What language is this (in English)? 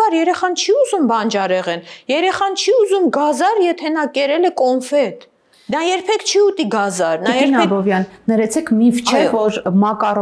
Armenian